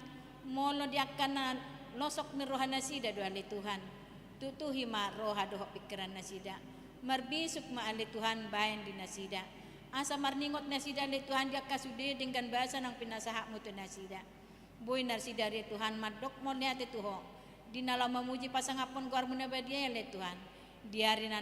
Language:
Batak Toba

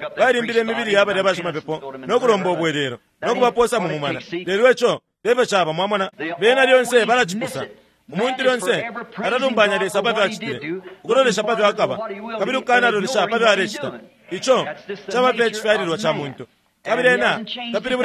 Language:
Bemba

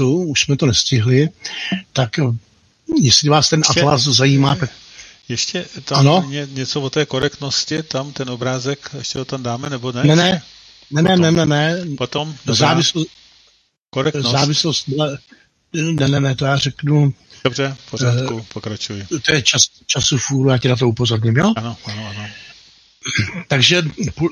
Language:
Czech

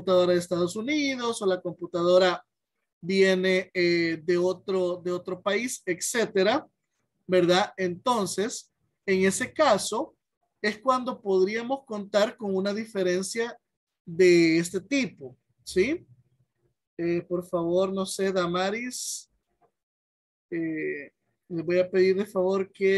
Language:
Spanish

